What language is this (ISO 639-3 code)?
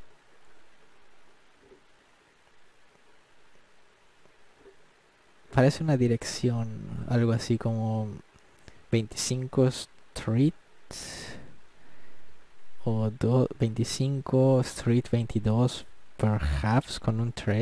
spa